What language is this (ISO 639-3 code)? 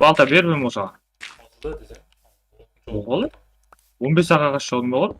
kaa